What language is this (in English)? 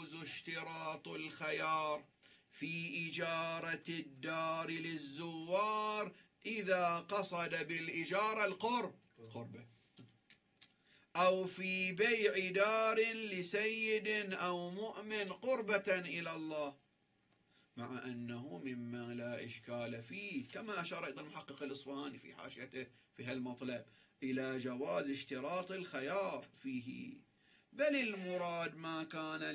Arabic